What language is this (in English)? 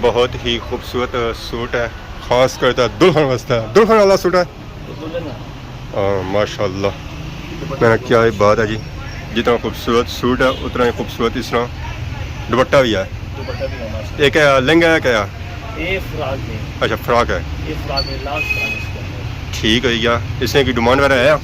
Pahari-Potwari